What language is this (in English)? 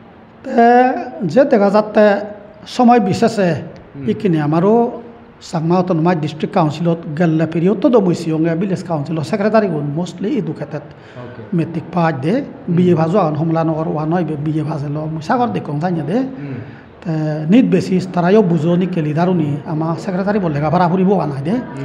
Chakma